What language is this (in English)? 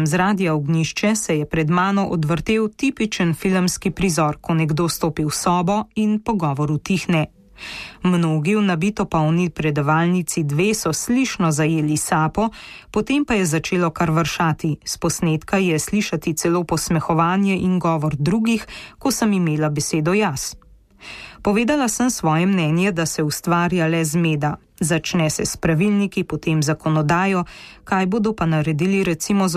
Slovenian